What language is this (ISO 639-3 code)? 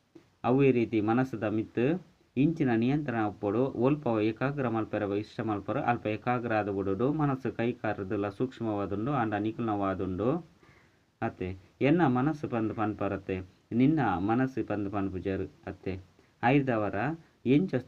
tcy